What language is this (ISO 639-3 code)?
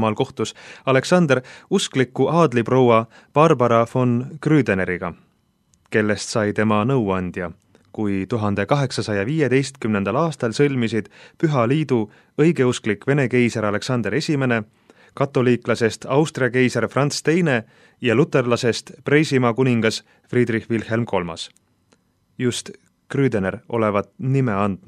est